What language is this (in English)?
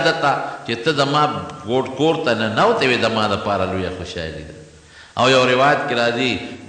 Pashto